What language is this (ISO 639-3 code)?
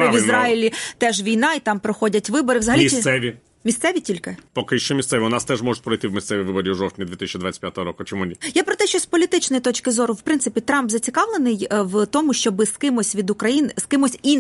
ukr